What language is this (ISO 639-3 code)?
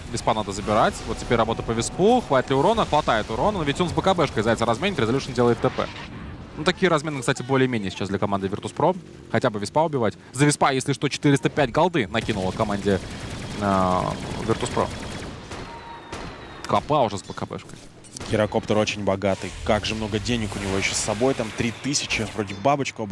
rus